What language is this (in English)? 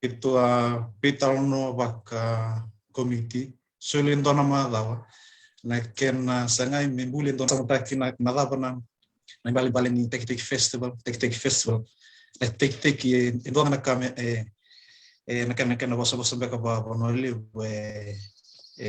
Fijian